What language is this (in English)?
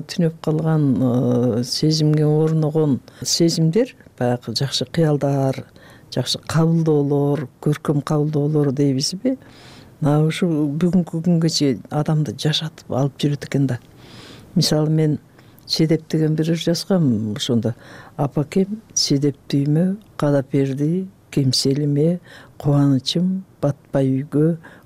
Kyrgyz